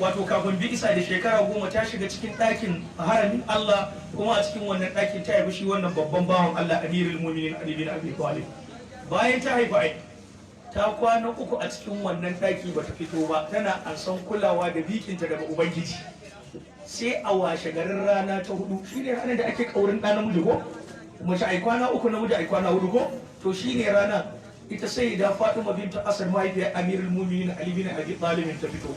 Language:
Hausa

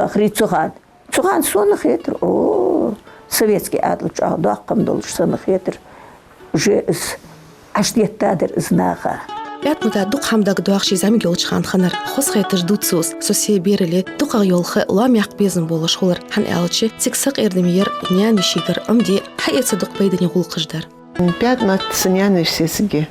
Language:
Ingush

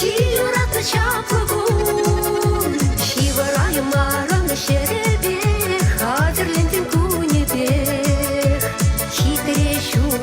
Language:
Chuvash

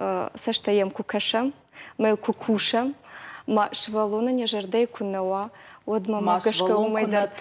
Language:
Ossetic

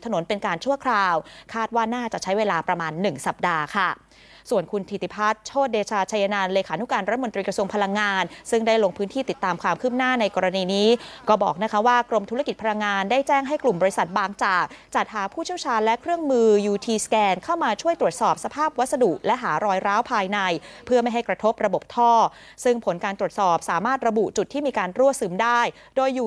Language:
Thai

